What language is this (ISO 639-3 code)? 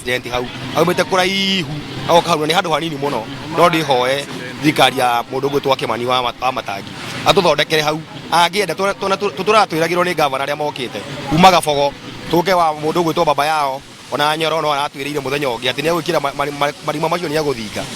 kik